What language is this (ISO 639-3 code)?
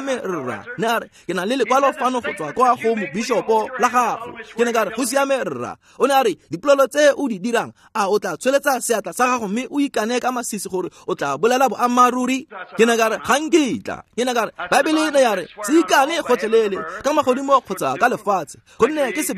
tsn